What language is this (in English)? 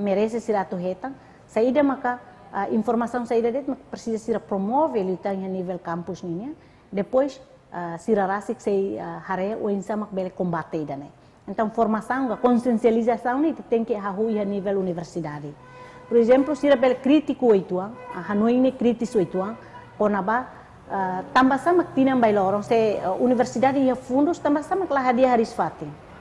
Tetum